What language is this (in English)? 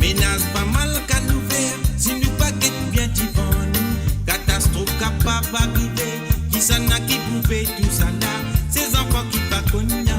Morisyen